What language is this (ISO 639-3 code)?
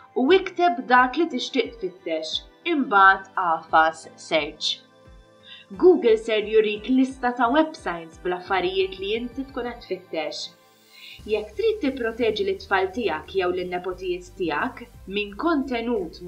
mlt